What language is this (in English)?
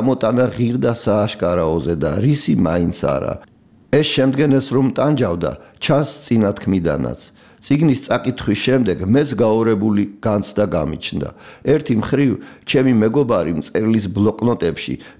Georgian